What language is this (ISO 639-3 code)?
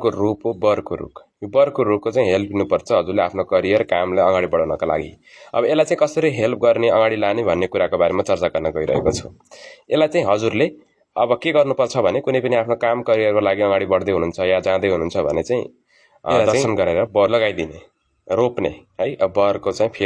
nep